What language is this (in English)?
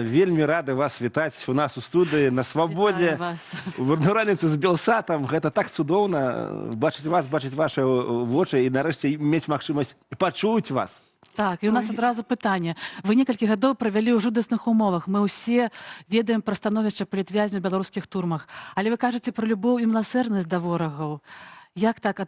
Belarusian